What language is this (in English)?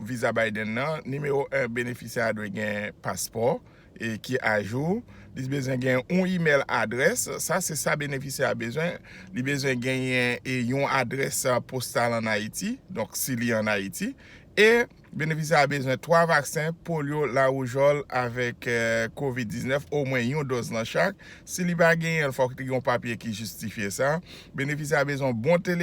Haitian Creole